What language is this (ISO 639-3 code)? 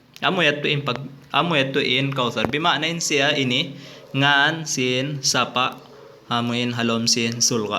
tsg